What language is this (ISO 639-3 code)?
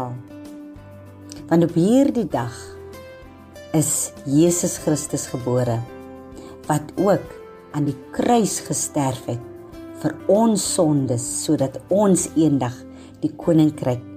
afr